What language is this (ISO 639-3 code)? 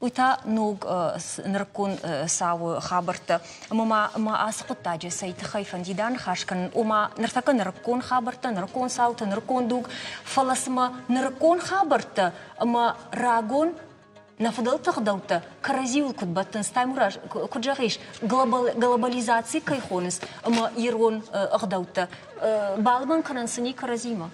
oss